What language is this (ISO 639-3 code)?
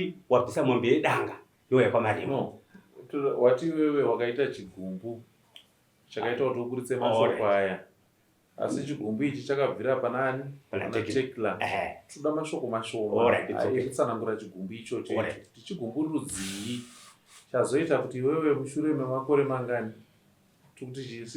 sna